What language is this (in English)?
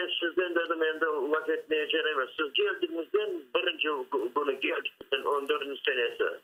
Crimean Tatar